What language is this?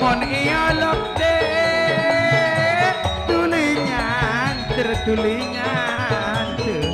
Madurese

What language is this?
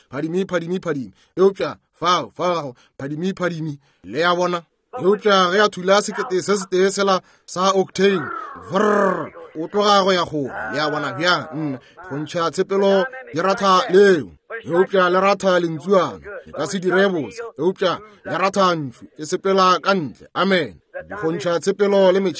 Northern Sotho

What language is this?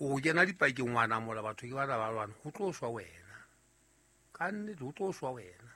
Southern Sotho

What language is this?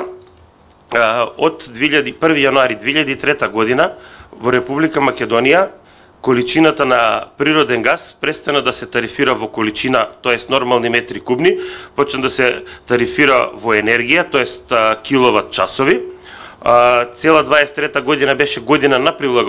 Macedonian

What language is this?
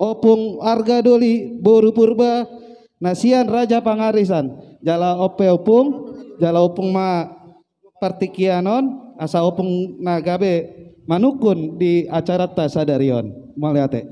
Batak Toba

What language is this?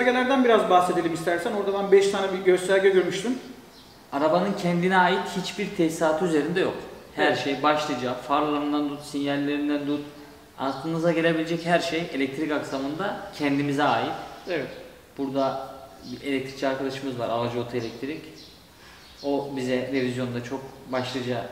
Turkish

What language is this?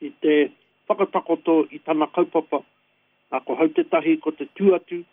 Māori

